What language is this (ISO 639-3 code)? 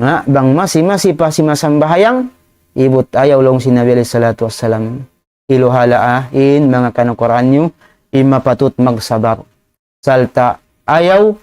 tsg